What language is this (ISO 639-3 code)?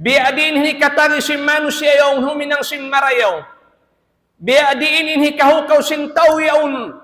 tsg